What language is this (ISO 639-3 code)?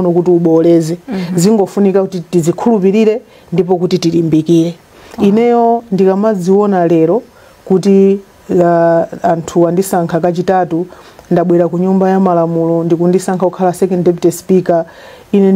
nya